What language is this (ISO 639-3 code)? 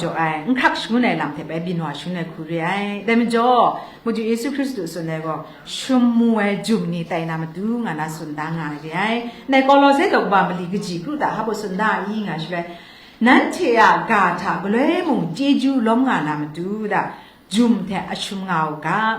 kac